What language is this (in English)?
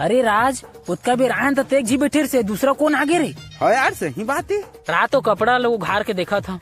Chhattisgarhi